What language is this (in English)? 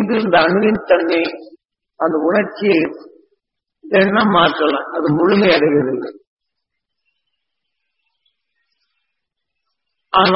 Tamil